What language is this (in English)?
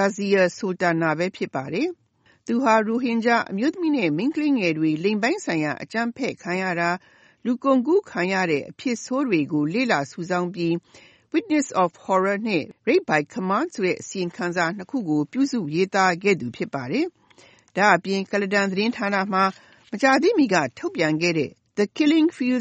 Burmese